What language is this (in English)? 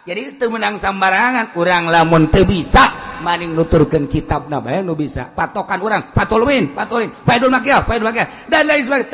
Sundanese